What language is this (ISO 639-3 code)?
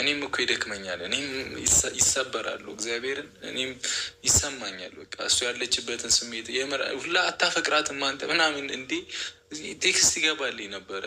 amh